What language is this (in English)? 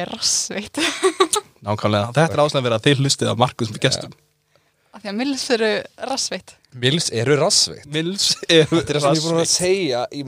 Icelandic